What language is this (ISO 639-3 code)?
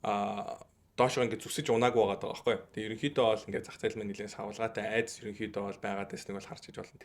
mon